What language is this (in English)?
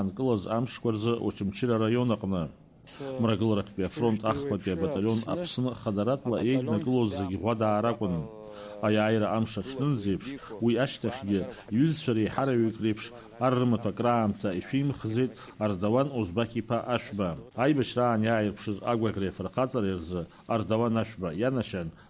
Abkhazian